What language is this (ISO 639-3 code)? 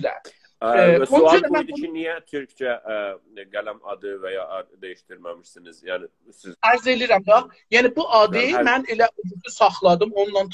azb